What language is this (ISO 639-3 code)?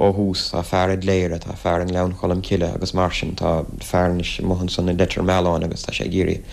gle